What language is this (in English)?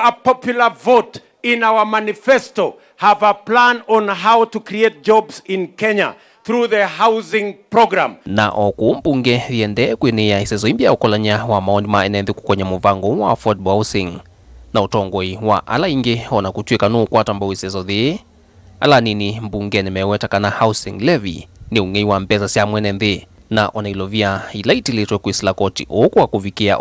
Kamba